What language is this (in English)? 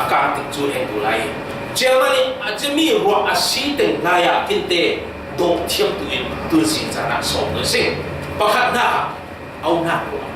Falam Chin